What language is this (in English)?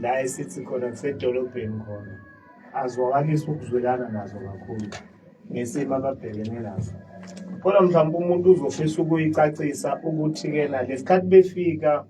Zulu